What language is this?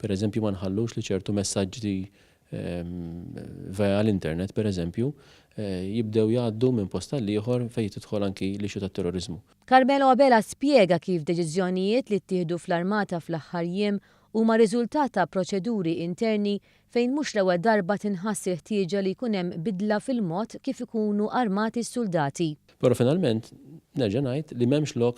Maltese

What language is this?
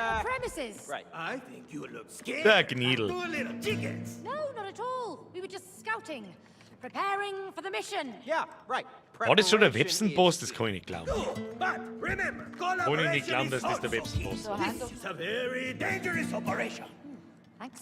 Bavarian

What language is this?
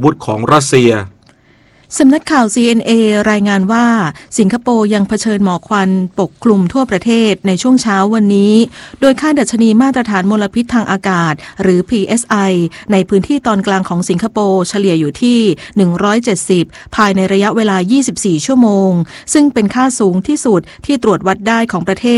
Thai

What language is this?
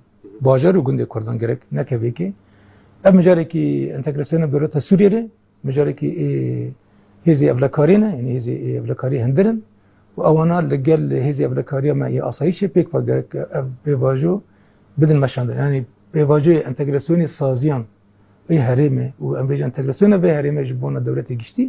Kurdish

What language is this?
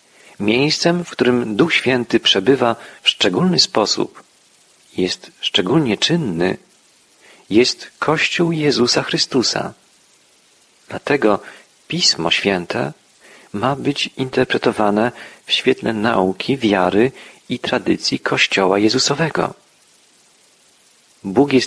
Polish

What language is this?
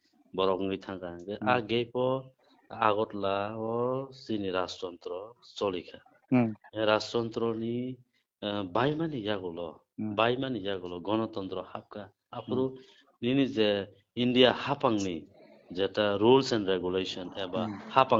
Kok Borok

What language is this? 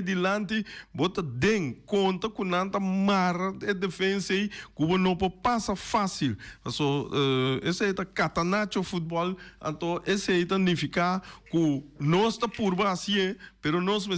Papiamento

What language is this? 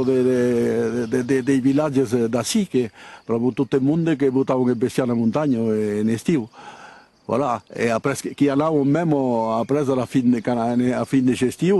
Occitan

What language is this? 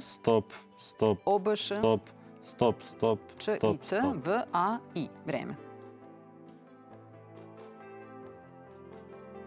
Serbian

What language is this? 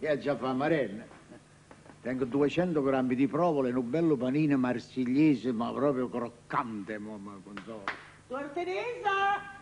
Neapolitan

